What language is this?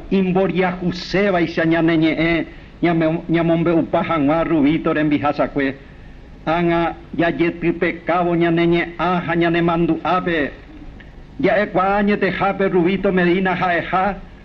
Guarani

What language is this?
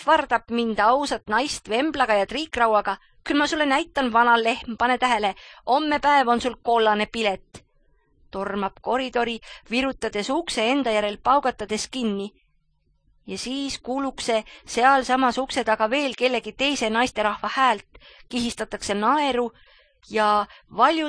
Estonian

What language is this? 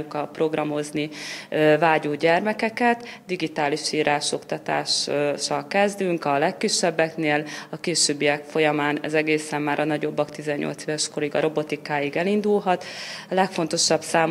Hungarian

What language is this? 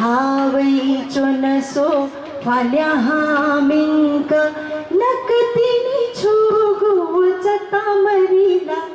Newari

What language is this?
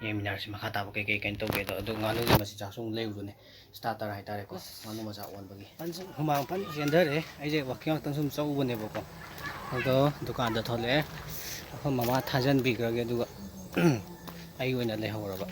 Manipuri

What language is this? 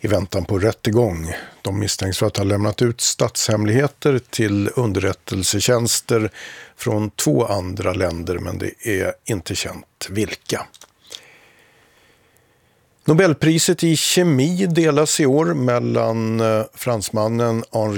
Swedish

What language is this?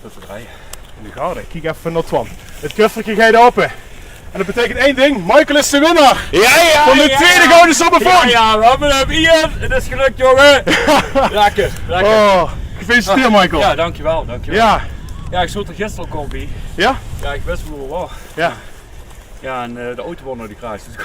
Limburgish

